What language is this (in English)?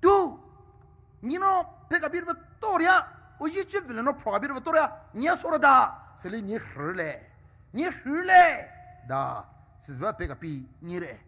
Poumei Naga